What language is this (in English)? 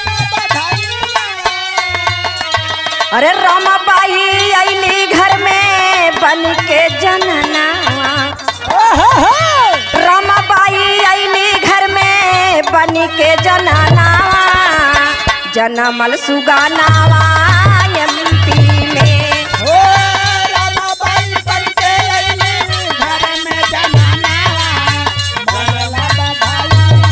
Bhojpuri